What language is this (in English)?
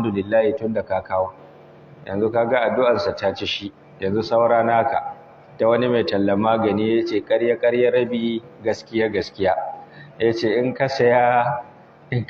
Hausa